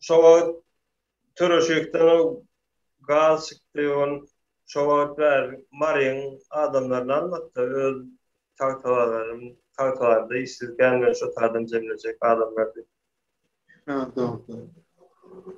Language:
Turkmen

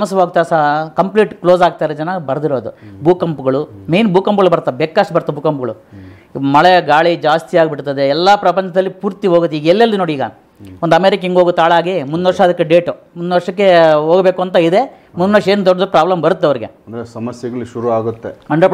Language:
Kannada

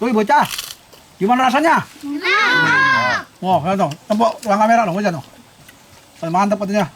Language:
Betawi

